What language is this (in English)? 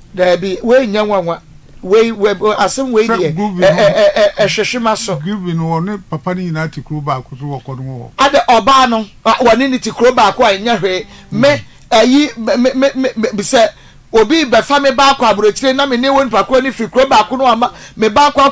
Akan